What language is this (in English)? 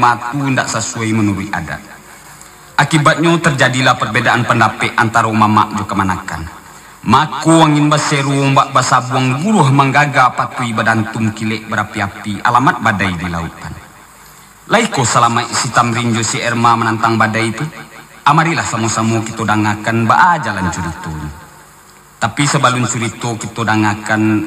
Minangkabau